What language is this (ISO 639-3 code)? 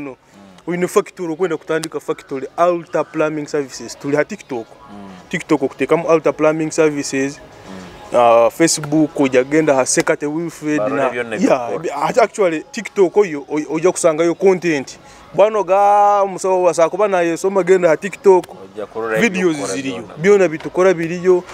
nyo